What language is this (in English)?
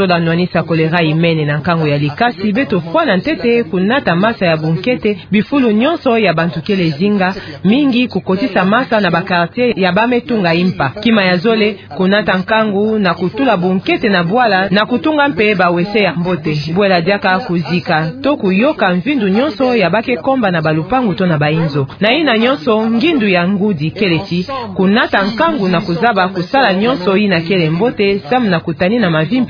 Kituba (Democratic Republic of Congo)